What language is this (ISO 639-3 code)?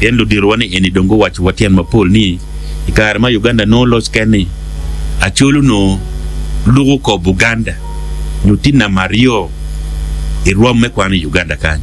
ach